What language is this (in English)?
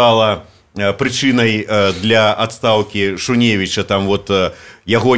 Belarusian